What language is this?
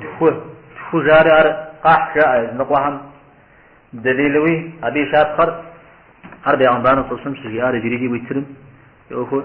Kabardian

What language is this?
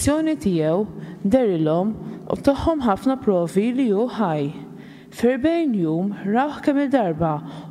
Maltese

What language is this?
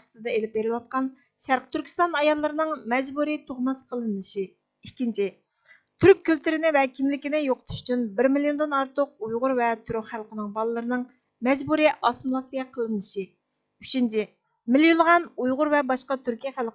Uyghur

